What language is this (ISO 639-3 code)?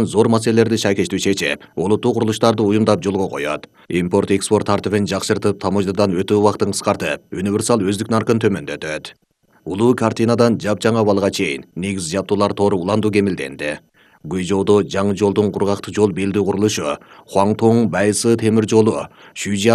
kir